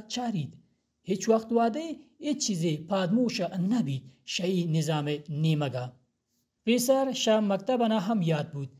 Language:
Baluchi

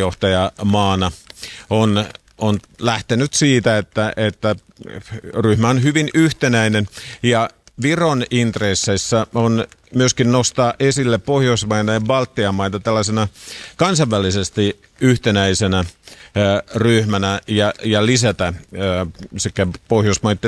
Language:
Finnish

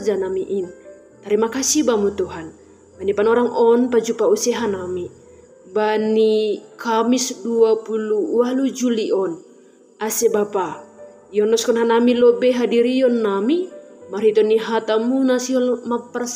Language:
Batak Simalungun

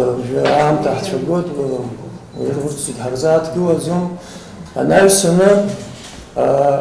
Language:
Abkhazian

